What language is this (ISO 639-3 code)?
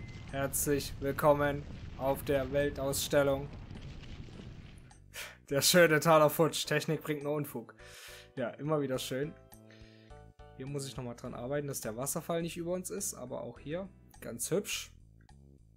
deu